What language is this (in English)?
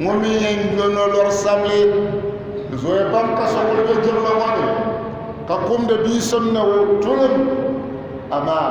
Dagbani